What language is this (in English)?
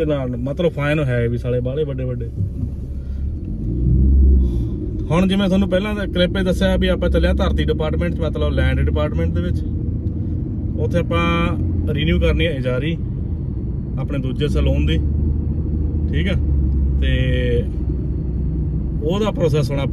Punjabi